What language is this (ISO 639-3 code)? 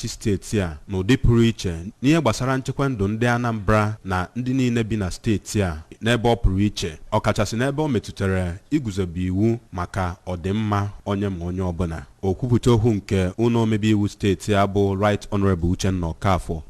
ibo